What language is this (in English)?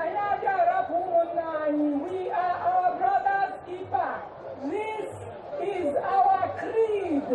Igbo